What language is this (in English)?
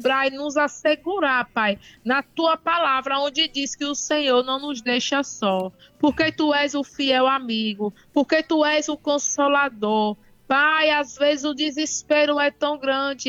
Portuguese